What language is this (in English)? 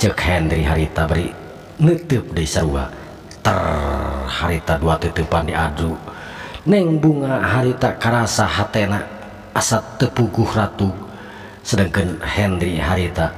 Sundanese